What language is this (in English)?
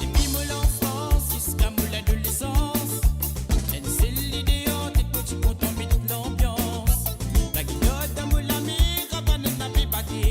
Morisyen